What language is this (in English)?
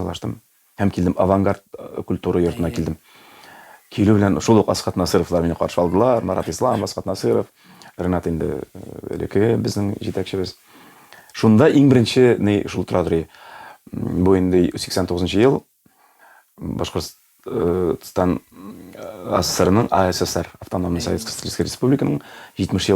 Tatar